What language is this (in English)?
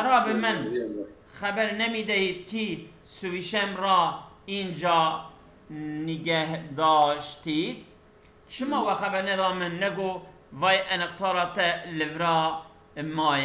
Kurdish